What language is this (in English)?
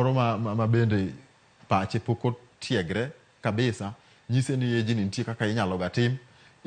Luo (Kenya and Tanzania)